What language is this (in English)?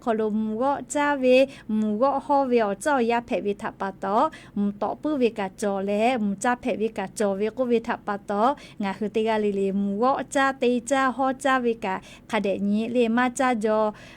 Lahu